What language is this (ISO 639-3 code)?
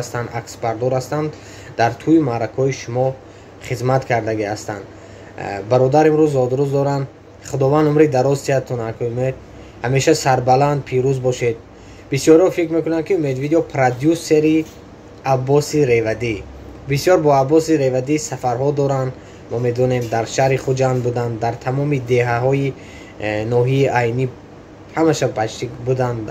tgk